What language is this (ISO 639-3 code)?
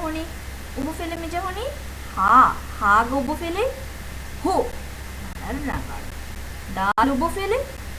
div